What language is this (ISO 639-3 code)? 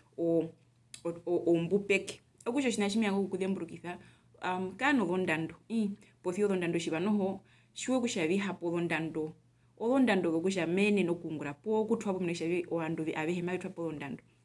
her